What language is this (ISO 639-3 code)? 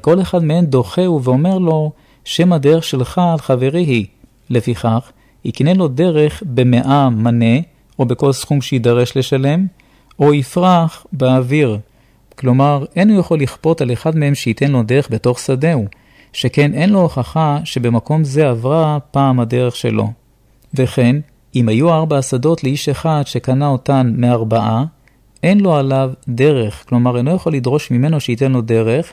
heb